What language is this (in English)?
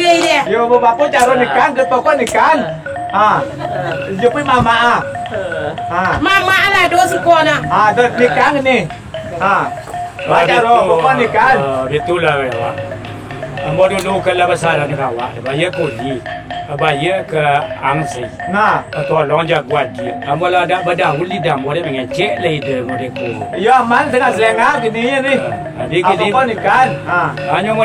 Minangkabau